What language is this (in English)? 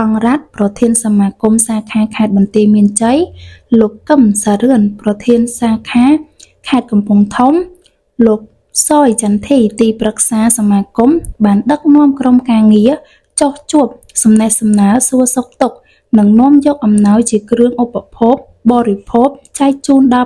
Khmer